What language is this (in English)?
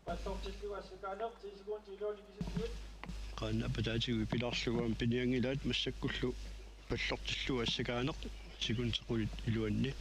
Kalaallisut